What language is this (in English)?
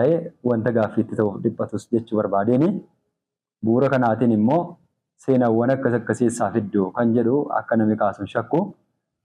Oromo